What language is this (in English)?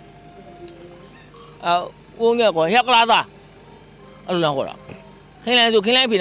Burmese